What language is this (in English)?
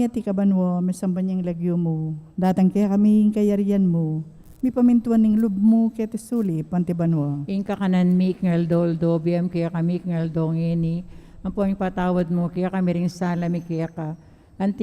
Pampanga